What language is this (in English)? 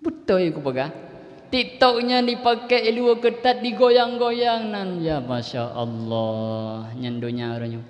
Achinese